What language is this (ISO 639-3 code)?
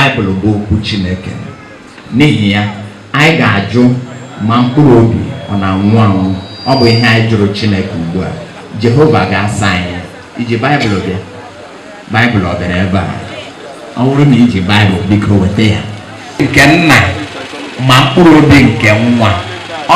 ibo